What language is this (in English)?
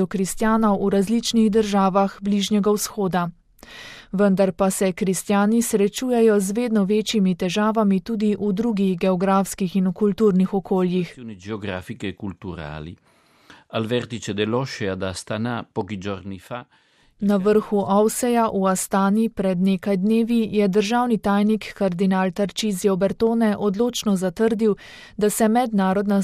Slovenian